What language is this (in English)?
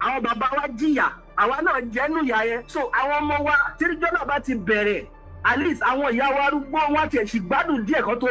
Yoruba